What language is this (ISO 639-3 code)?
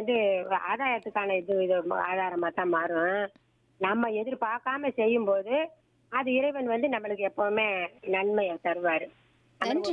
tam